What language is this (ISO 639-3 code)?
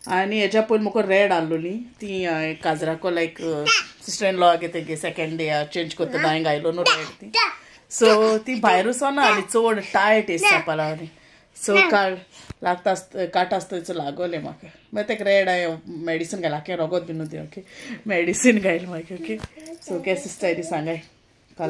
kok